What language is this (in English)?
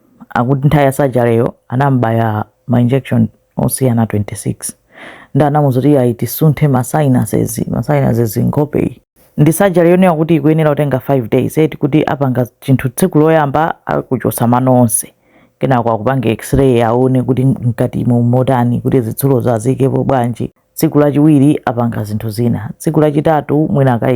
Nyanja